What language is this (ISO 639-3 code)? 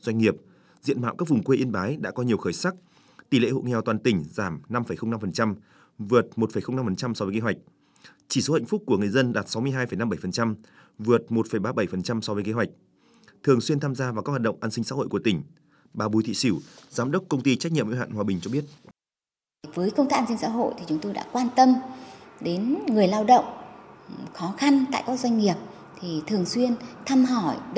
vie